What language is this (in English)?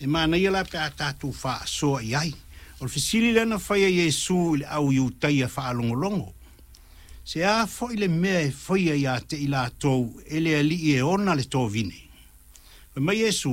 Samoan